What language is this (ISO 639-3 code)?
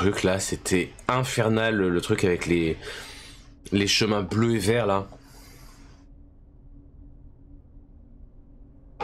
fra